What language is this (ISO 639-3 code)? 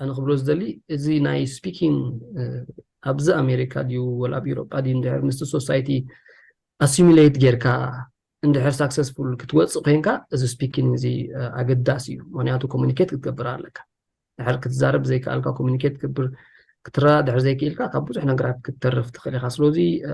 tir